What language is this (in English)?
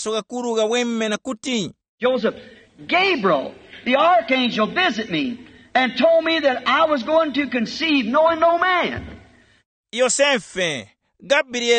Tumbuka